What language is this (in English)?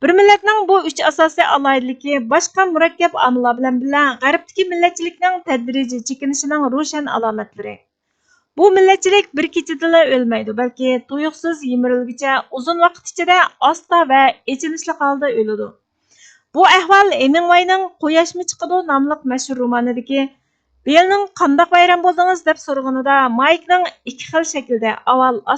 Uyghur